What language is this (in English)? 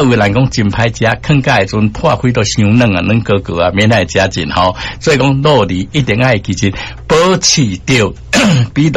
Min Nan Chinese